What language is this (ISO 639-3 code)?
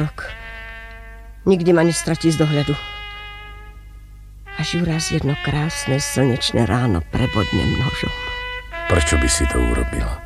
slk